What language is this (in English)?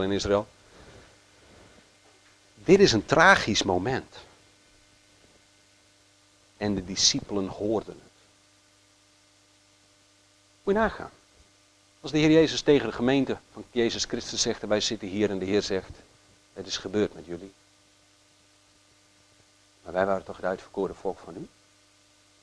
Dutch